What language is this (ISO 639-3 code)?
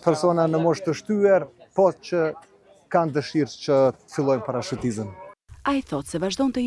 sqi